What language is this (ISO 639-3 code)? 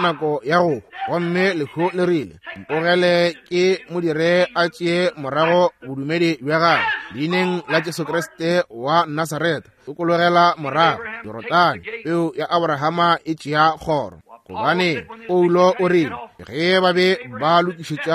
nso